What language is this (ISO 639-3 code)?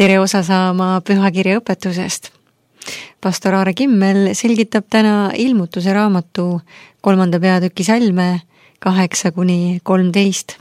est